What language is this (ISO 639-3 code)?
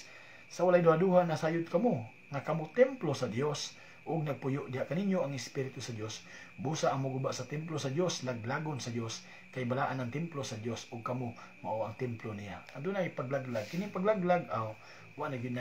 ceb